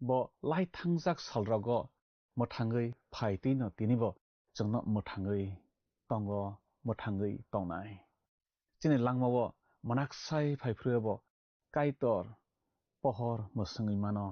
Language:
Kok Borok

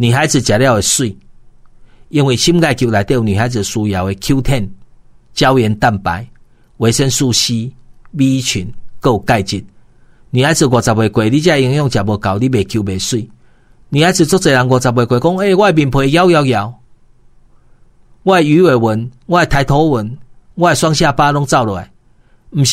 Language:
Min Nan Chinese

